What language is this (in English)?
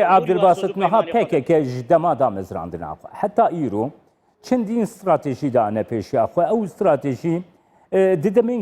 Kurdish